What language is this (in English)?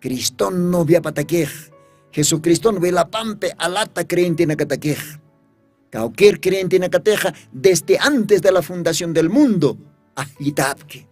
Aymara